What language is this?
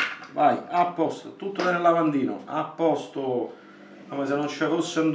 Italian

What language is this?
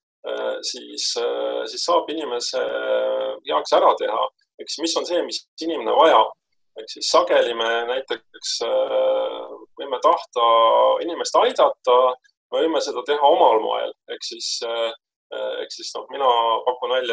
Estonian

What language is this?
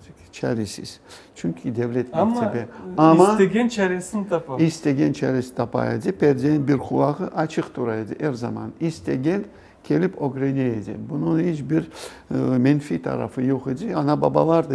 Crimean Tatar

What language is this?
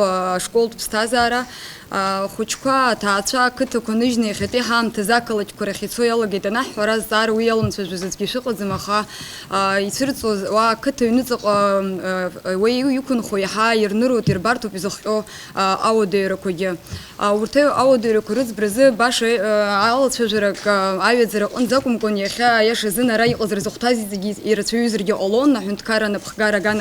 Abkhazian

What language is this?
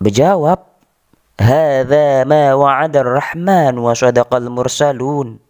Sasak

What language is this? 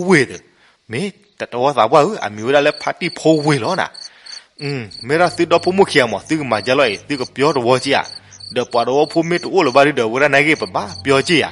S'gaw Karen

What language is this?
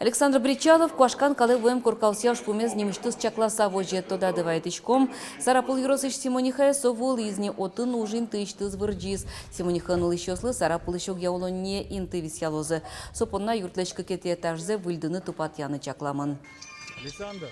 Udmurt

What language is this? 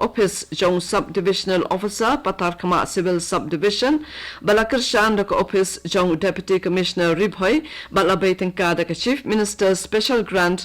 Khasi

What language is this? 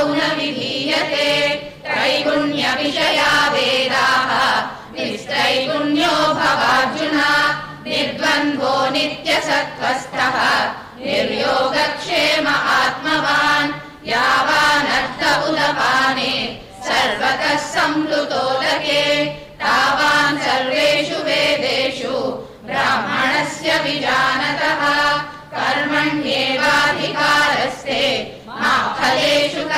Sanskrit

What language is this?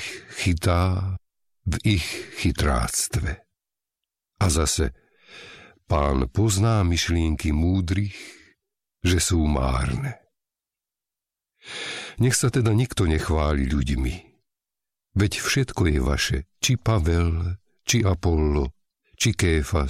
Slovak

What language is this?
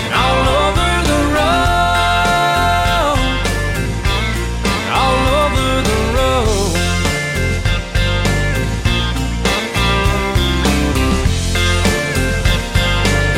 English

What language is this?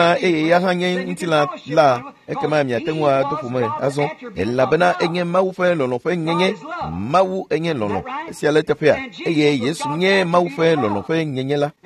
Ewe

